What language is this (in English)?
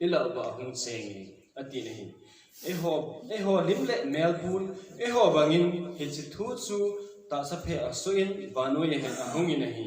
Thado Chin